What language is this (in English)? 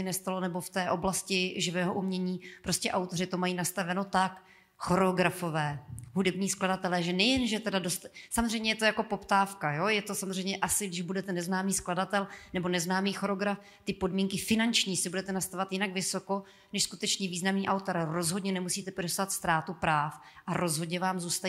Czech